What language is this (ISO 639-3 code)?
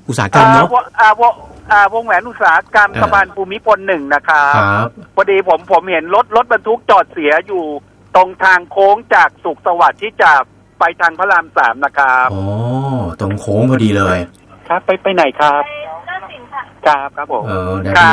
tha